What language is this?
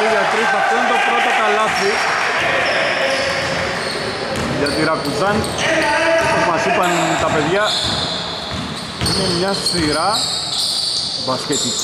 Greek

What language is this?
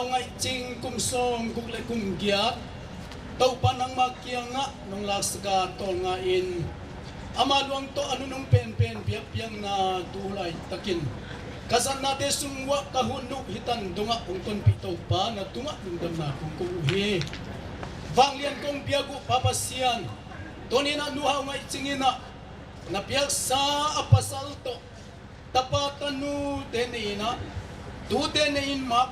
Tedim Chin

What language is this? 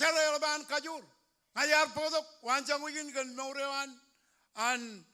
Marshallese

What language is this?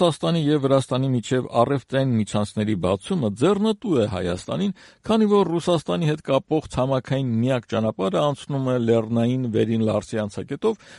Armenian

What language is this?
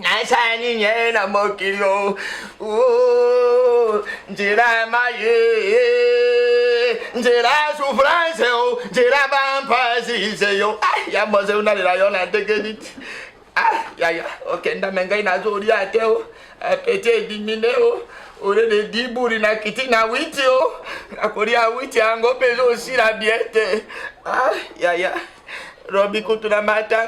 Lingala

